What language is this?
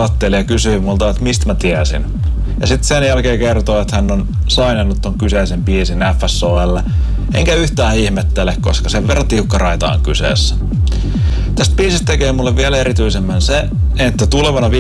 Finnish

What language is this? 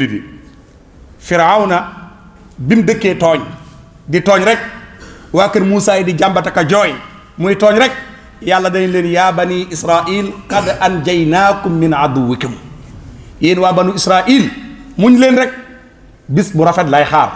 Wolof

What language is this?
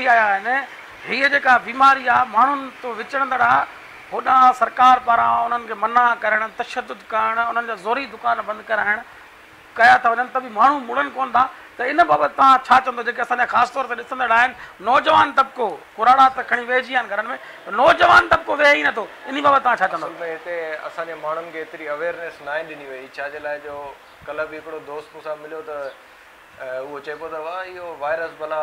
Sindhi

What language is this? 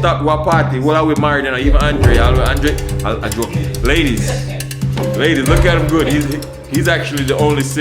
Jamaican Creole English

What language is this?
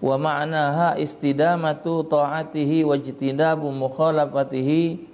Musi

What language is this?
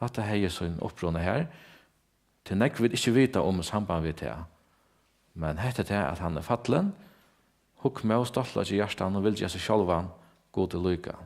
Faroese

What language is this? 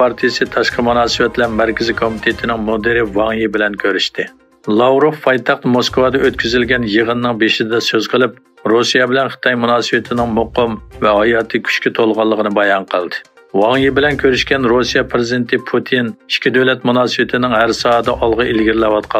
Uyghur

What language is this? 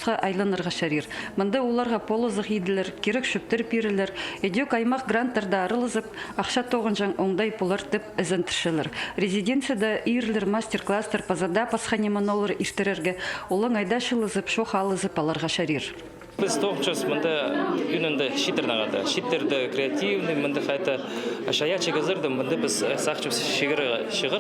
Khakas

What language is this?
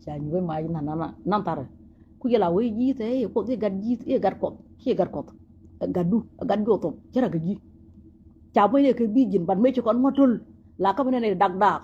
Nuer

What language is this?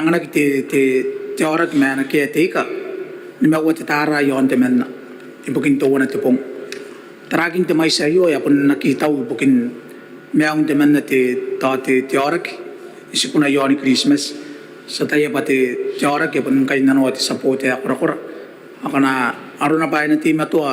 Gilbertese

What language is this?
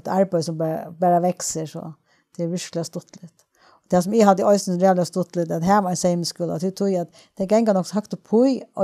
Faroese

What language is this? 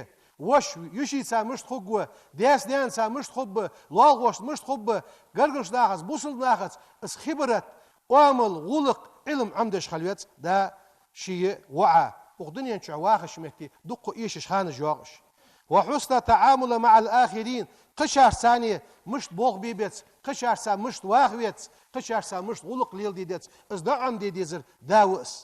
Ingush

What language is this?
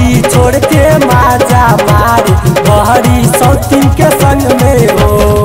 Bhojpuri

